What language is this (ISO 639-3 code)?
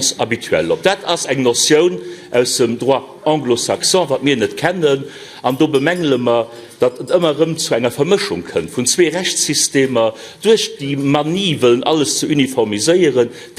ltz